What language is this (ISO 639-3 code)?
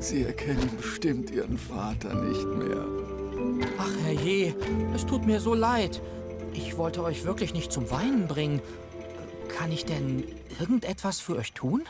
gsw